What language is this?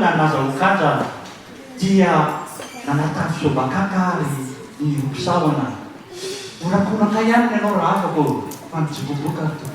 Malagasy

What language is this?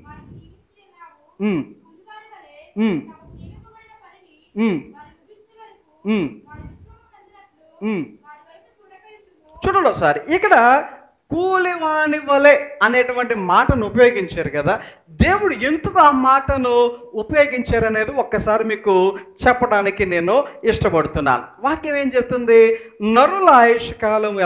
Telugu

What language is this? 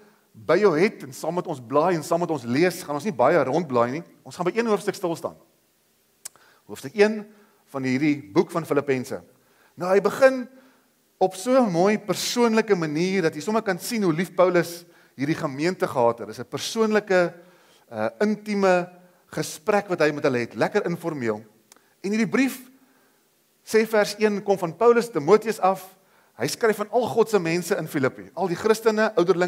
Afrikaans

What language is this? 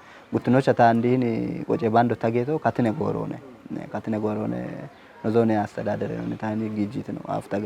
Kafa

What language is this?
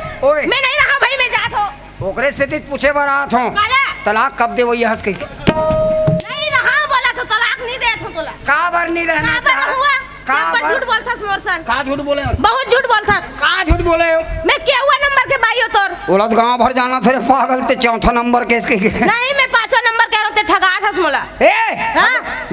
Chhattisgarhi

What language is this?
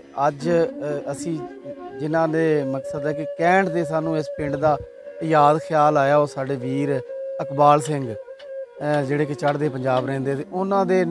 Punjabi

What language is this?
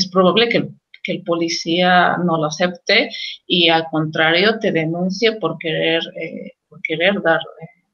Spanish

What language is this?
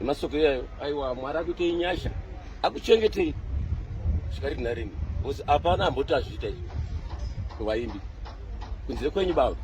Shona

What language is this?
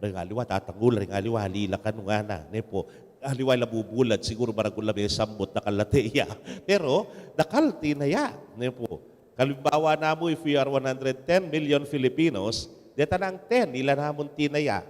Pampanga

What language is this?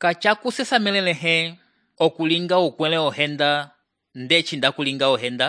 Umbundu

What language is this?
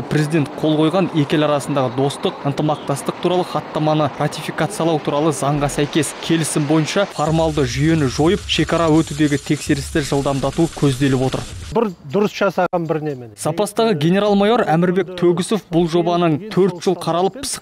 Kazakh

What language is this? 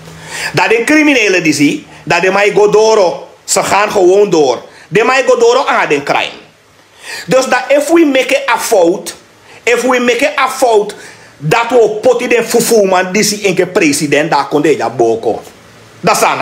Sranan Tongo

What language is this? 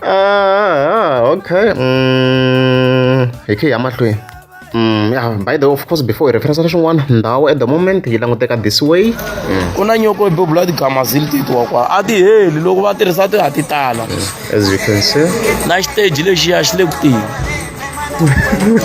Tsonga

